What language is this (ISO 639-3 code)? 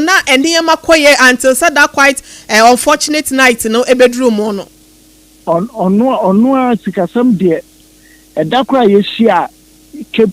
aka